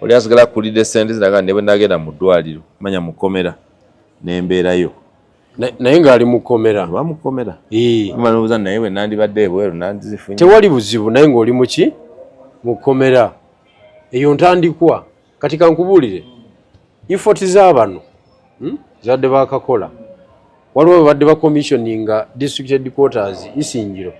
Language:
Ganda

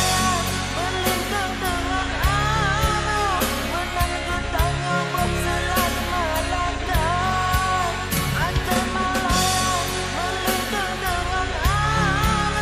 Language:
Malay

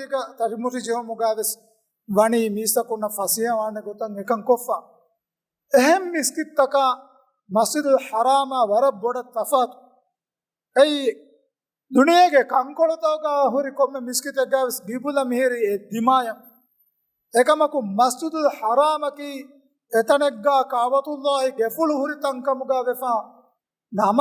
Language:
Divehi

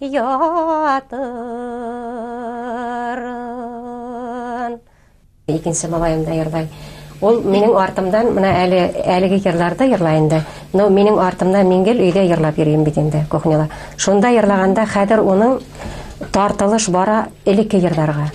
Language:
Bashkir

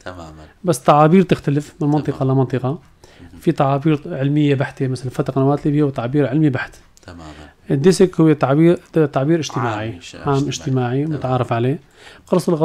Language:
North Levantine Arabic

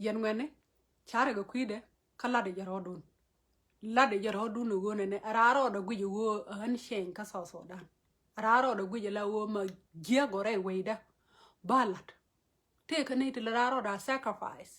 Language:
Nuer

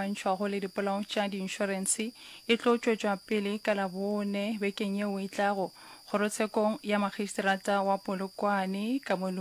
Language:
Northern Sotho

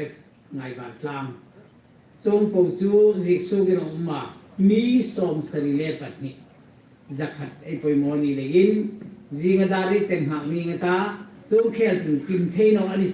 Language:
Hmar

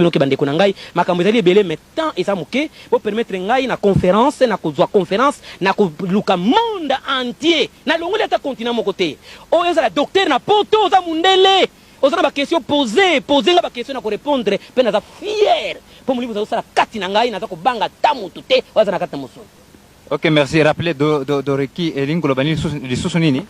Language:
Lingala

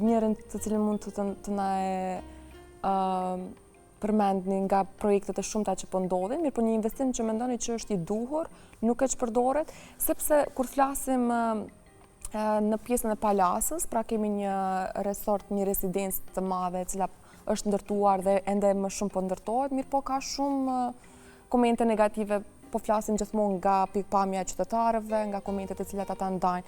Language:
Albanian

